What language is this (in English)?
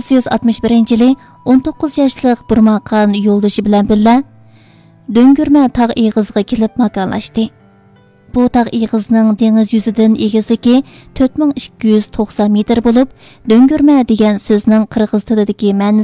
Uyghur